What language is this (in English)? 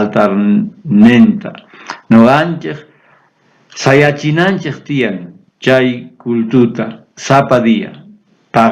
South Bolivian Quechua